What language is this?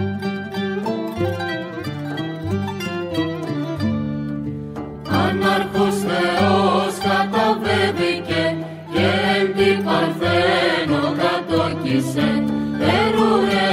Greek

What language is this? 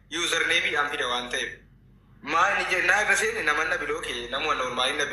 Oromo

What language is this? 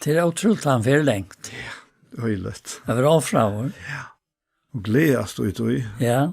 Faroese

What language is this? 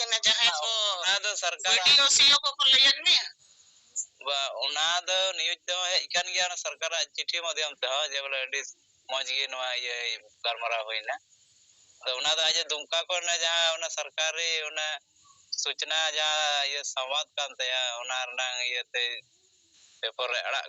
Santali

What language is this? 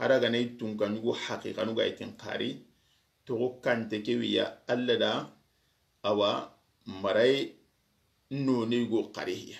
Soninke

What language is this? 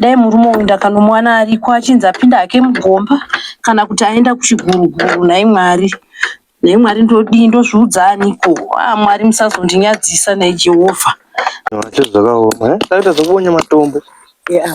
Shona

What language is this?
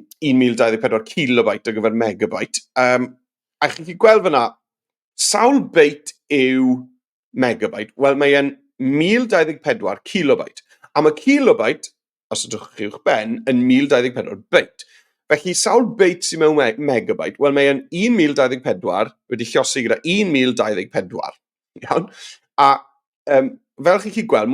Welsh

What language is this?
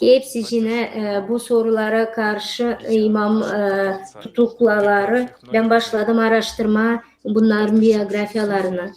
Gagauz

